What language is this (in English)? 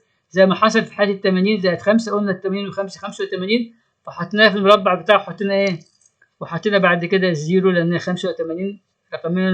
Egyptian Arabic